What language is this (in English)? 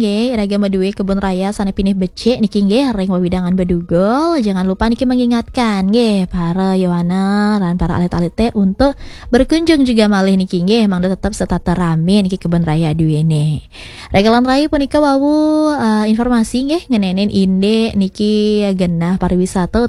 Balinese